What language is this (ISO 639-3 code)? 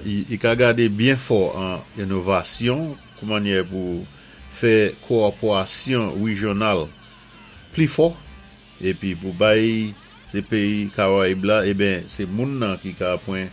acf